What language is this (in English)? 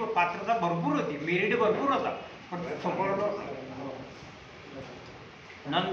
Marathi